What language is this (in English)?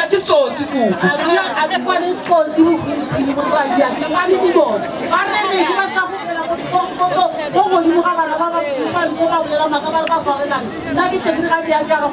Northern Sotho